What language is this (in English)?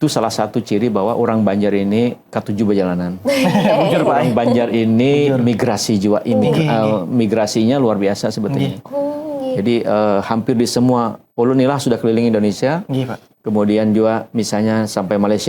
Banjar